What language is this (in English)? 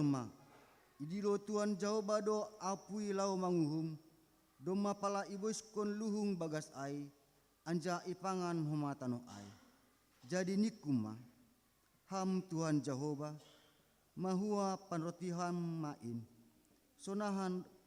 Batak Simalungun